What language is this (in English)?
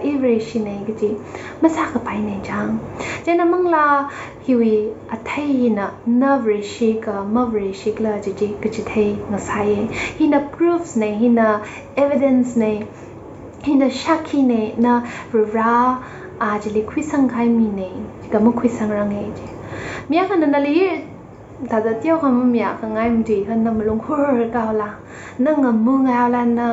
Tangkhul Naga (India)